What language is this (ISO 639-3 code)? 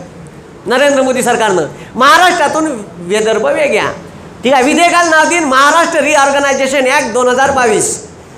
mar